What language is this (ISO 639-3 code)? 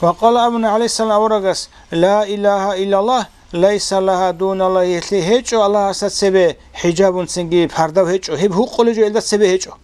ava